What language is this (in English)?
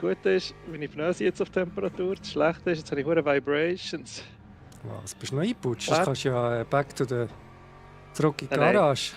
Swiss German